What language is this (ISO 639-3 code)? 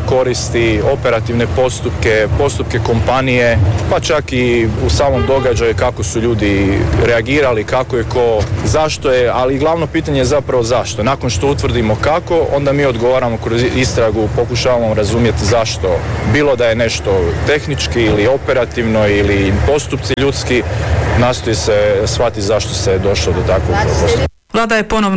hrv